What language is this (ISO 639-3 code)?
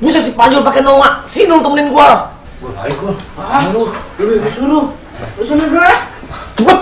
bew